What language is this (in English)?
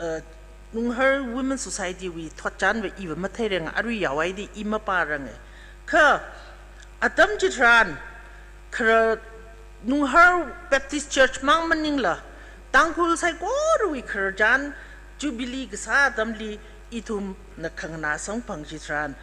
Tangkhul Naga (India)